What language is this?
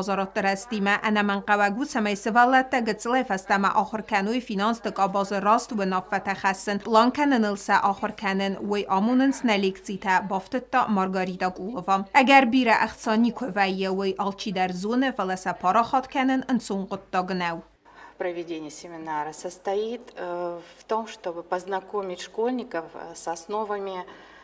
Ossetic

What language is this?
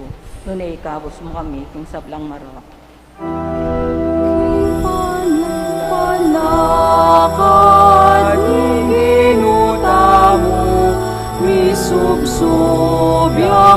Pampanga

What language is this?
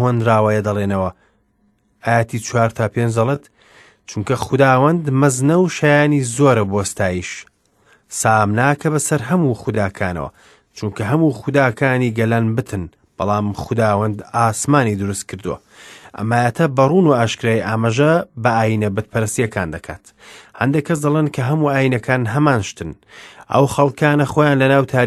Central Kurdish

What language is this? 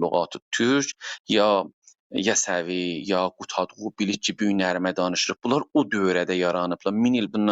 South Azerbaijani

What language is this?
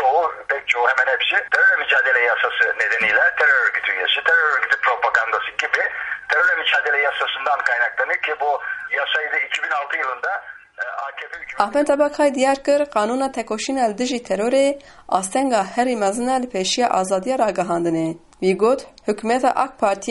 Kurdish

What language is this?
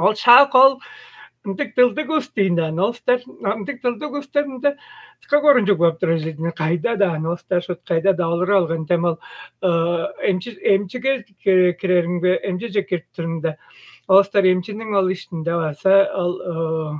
Tuvinian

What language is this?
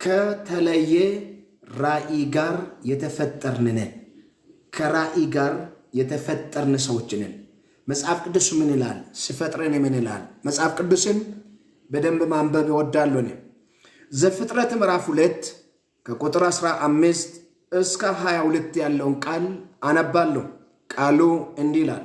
Amharic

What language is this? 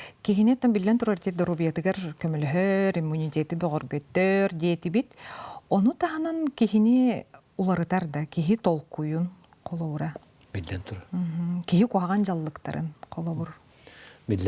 Yakut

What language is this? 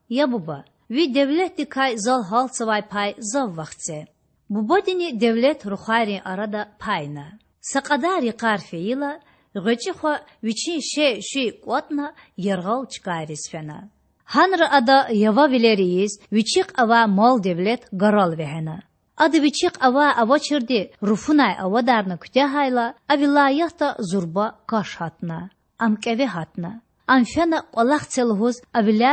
Lezghian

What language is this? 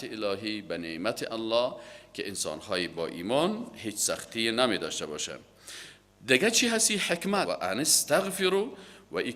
Persian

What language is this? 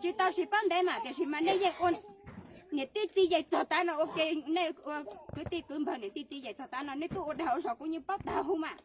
Hmong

